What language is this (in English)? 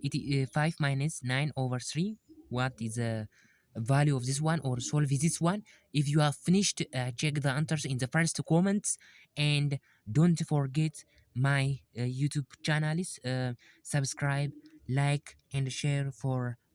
English